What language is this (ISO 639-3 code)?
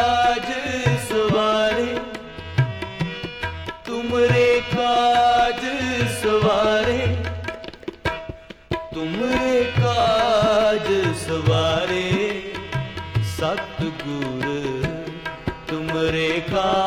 pan